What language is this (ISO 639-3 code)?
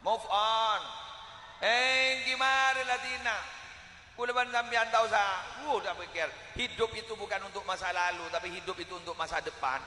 mad